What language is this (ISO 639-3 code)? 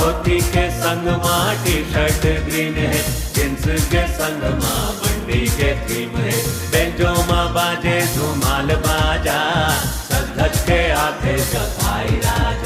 hne